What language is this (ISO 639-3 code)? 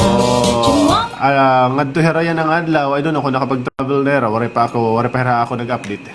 war